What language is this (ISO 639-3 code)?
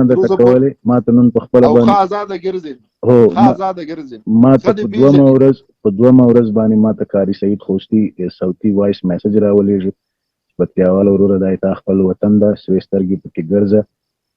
pus